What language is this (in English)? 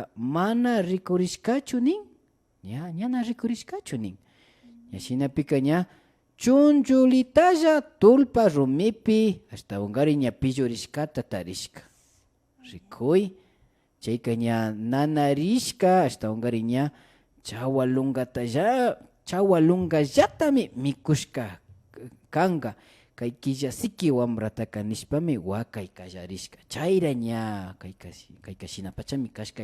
Imbabura Highland Quichua